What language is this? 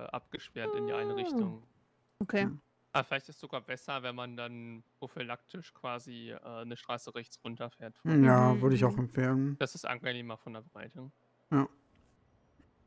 German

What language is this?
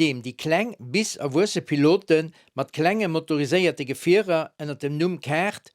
Luxembourgish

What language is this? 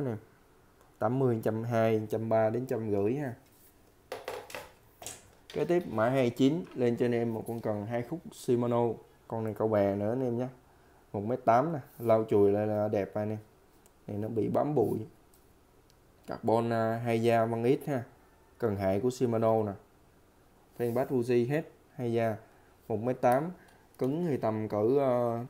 Vietnamese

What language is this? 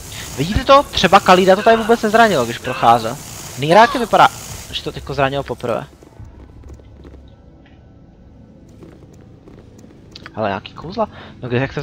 Czech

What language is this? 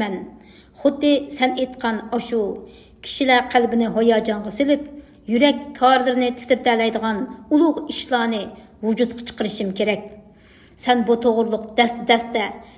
Uyghur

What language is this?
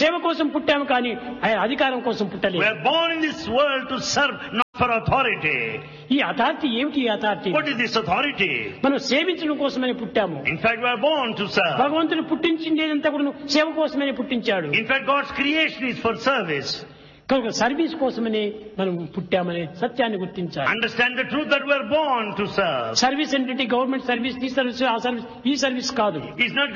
Telugu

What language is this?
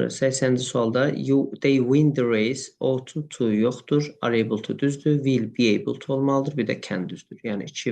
Azerbaijani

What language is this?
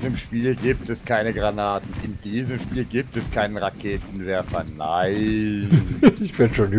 German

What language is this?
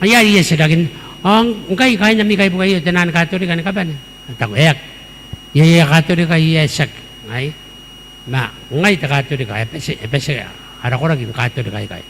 Gilbertese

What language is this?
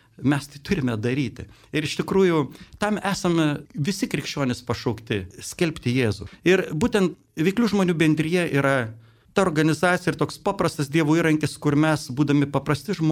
Lithuanian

